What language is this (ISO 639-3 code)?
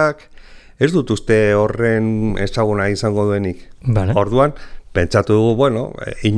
eus